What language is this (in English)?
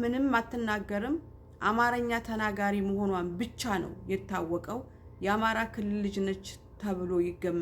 Amharic